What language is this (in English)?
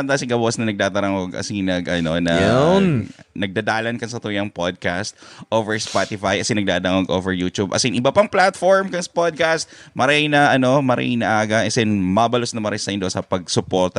Bikol